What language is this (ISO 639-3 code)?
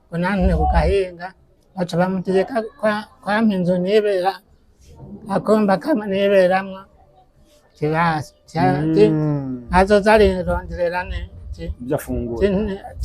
run